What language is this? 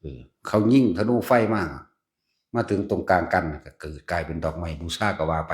Lao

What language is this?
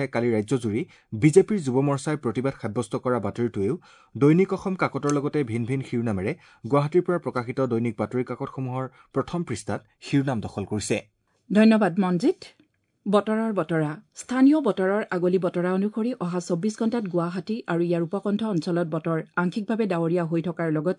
Assamese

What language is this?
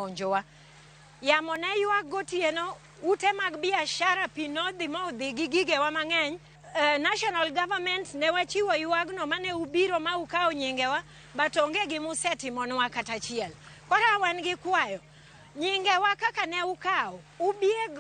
Luo (Kenya and Tanzania)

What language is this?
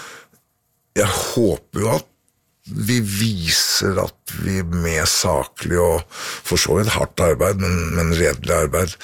Norwegian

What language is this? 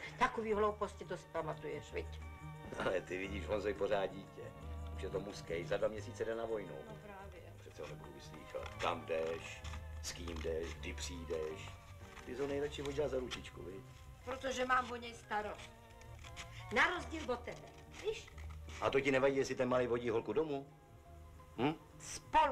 Czech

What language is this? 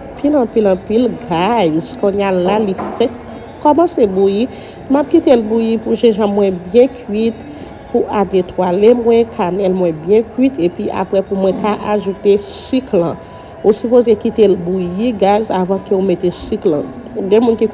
Haitian Creole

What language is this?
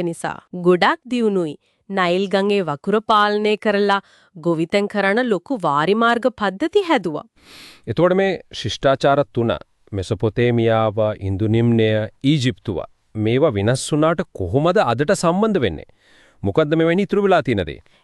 Sinhala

